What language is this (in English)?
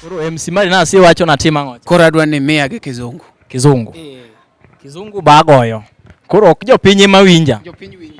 Luo (Kenya and Tanzania)